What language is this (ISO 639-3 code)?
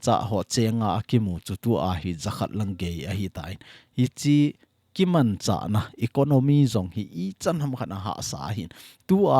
tcz